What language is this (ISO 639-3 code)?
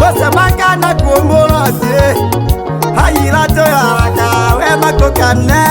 tll